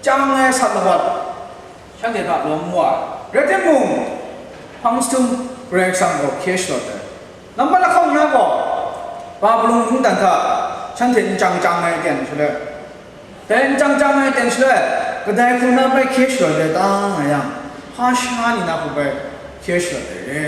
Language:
Kachin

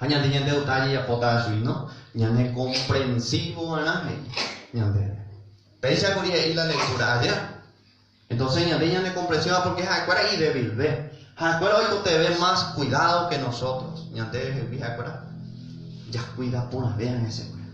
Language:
Guarani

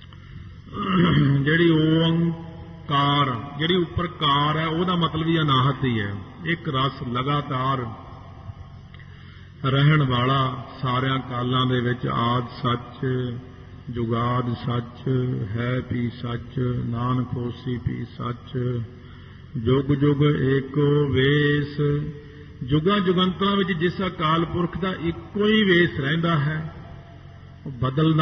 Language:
Punjabi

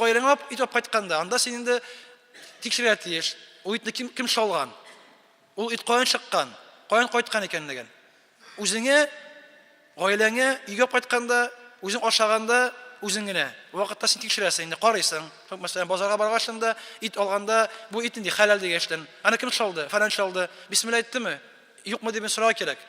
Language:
Tatar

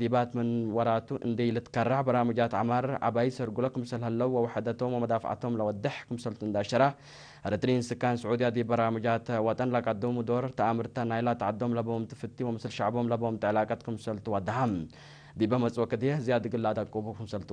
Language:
Tigre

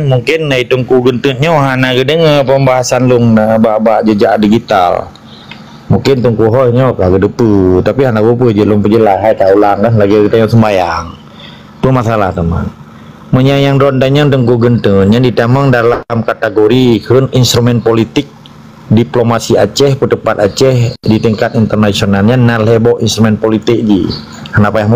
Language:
Achinese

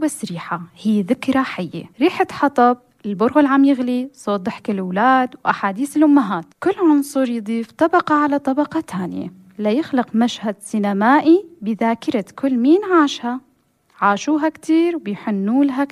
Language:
North Levantine Arabic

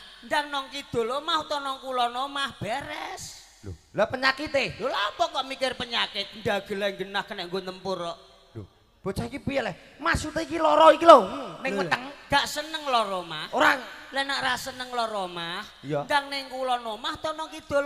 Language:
Javanese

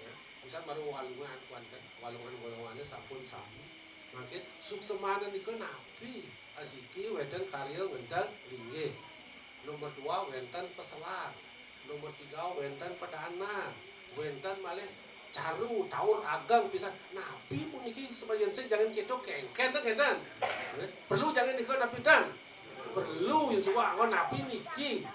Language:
Balinese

